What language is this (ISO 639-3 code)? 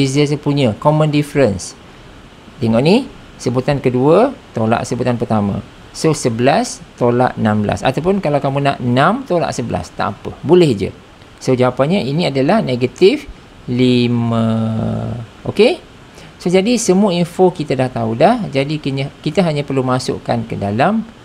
msa